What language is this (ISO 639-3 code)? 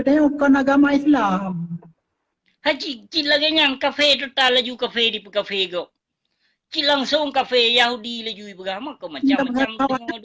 ace